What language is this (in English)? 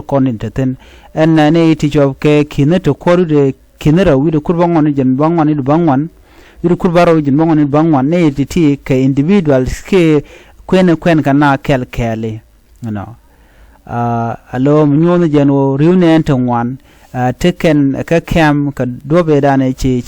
Nuer